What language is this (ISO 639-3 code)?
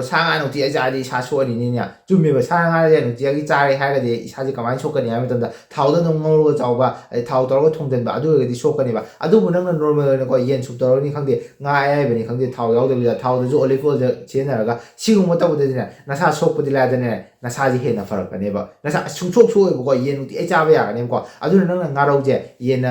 mni